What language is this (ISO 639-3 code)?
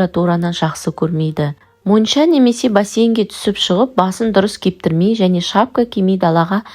kaz